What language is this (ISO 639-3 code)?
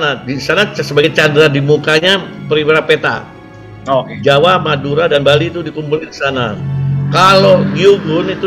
ind